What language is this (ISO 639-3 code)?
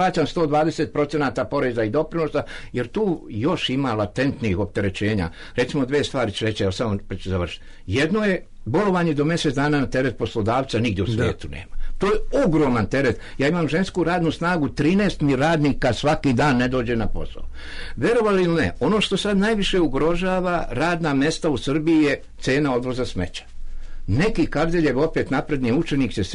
srp